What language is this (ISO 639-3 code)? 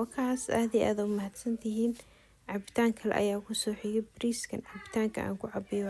som